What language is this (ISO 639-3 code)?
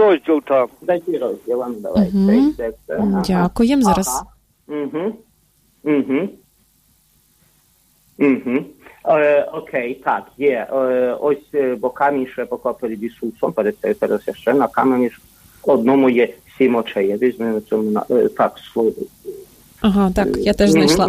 ukr